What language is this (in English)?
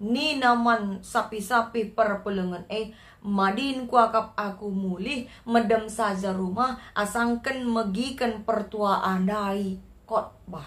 Batak Karo